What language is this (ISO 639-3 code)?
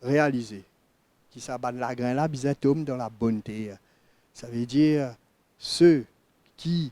mfe